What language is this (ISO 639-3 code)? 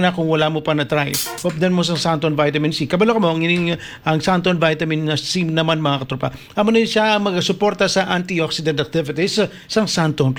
hil